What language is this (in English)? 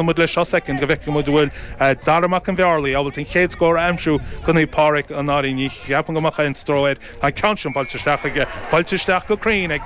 Irish